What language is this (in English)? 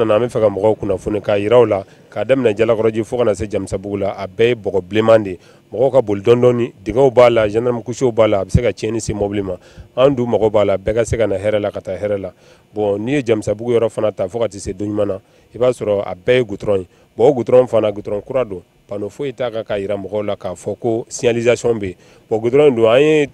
Bambara